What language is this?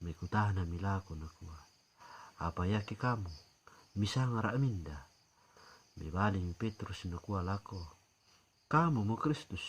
Toraja-Sa'dan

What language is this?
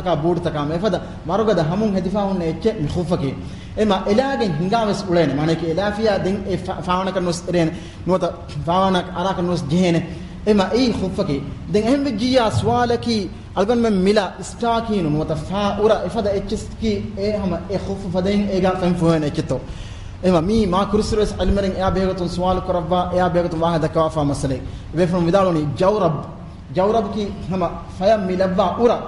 Divehi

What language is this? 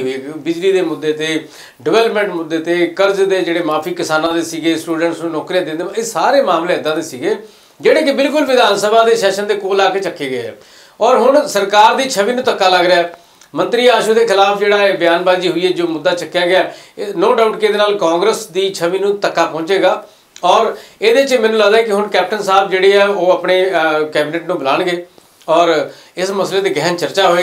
Punjabi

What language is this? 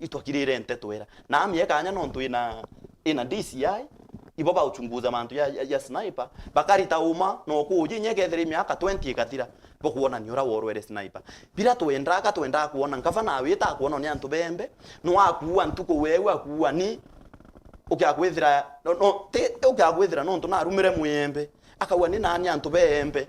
Meru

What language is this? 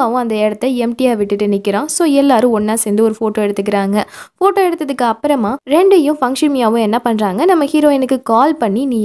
Tamil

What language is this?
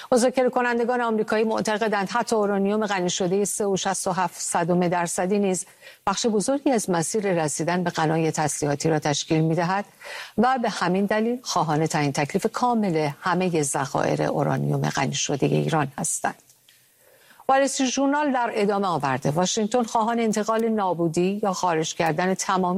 Persian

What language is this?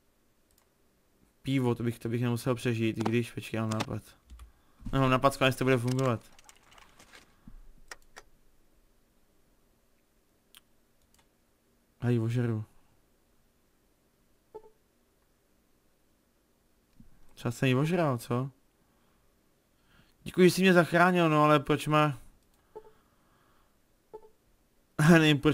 Czech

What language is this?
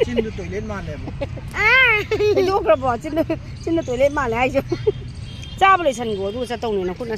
Manipuri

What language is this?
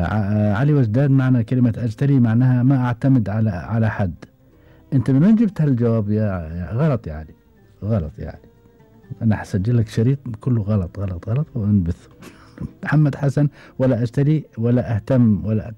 Gulf Arabic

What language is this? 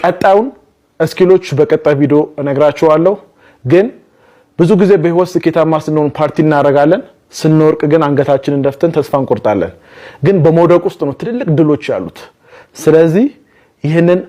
Amharic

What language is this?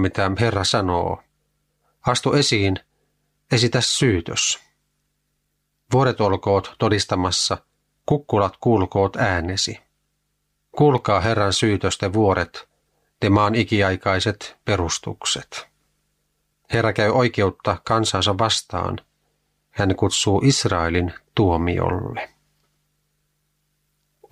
Finnish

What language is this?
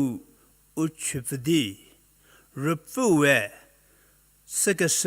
Angami Naga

